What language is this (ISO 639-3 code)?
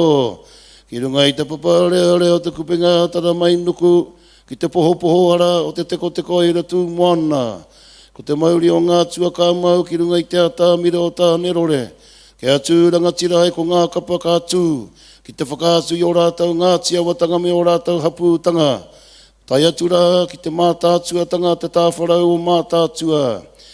mri